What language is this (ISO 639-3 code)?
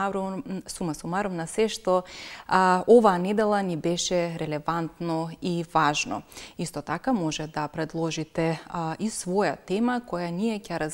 mkd